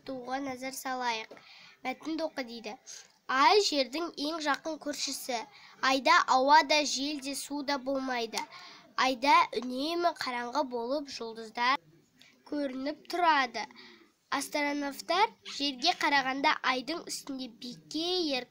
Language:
Kazakh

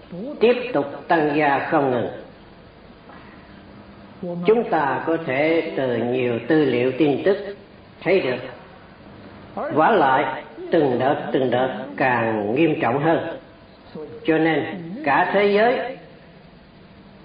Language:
Vietnamese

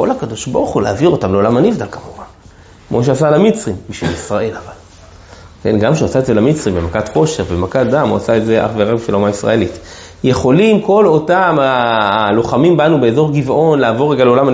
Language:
Hebrew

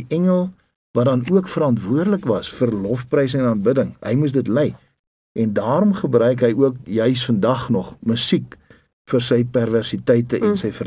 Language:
Afrikaans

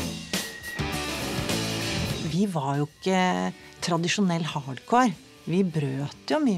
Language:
Norwegian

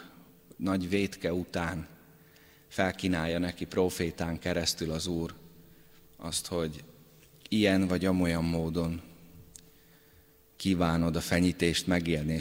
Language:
Hungarian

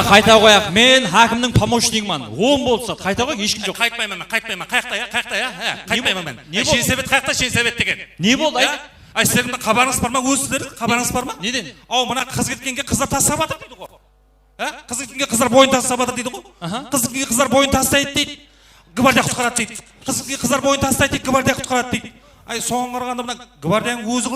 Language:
Kara-Kalpak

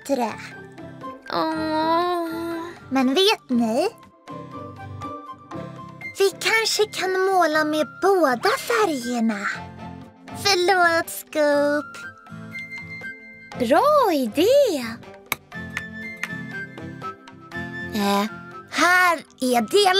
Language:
Swedish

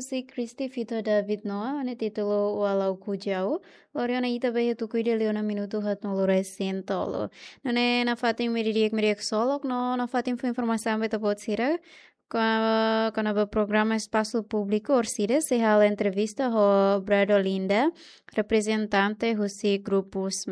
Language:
Tetum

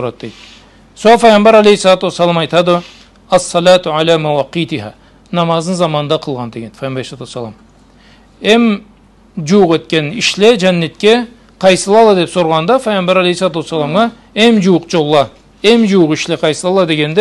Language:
Karachay-Balkar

